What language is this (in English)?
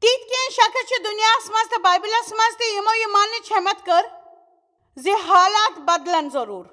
Kashmiri